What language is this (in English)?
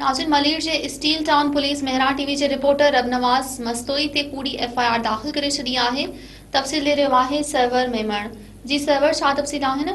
Sindhi